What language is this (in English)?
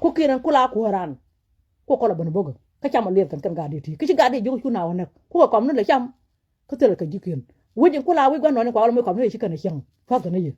Nuer